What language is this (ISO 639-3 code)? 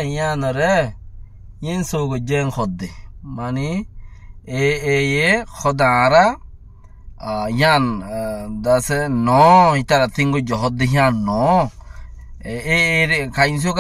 rhg